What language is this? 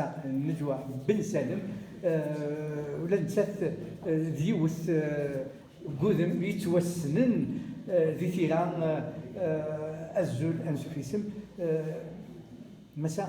Kabyle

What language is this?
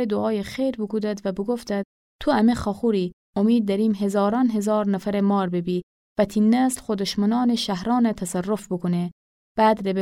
Gilaki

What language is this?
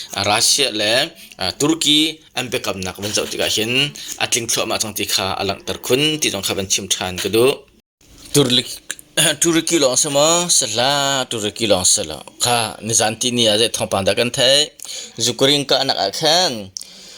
Hakha Chin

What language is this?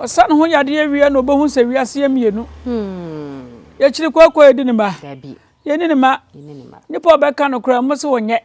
Akan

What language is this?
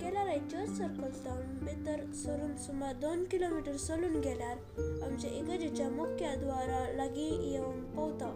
Konkani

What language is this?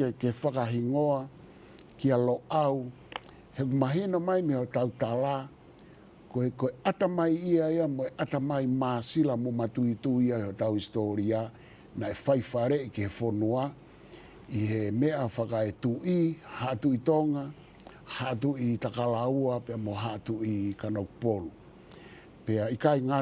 Tongan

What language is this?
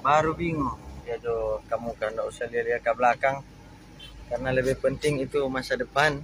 Manado Malay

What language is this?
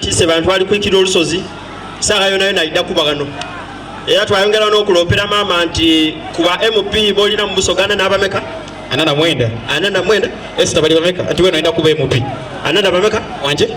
Soga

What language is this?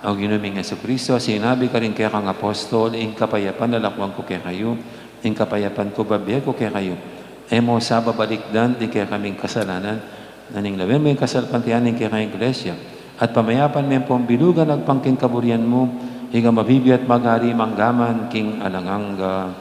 Pampanga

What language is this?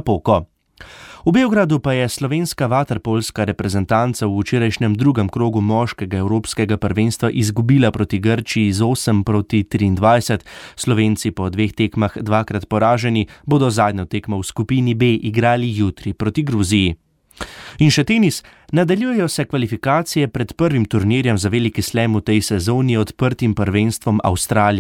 Slovenian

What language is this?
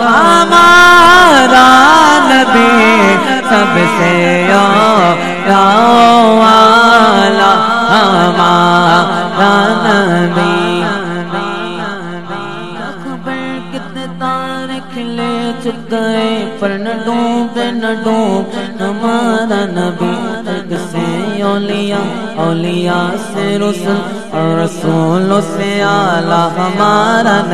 Urdu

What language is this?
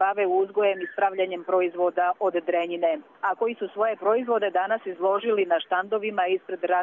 Croatian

